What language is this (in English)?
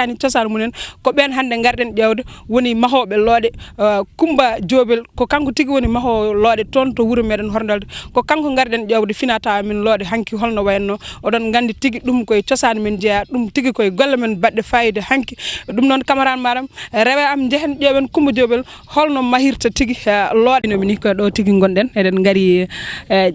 Fula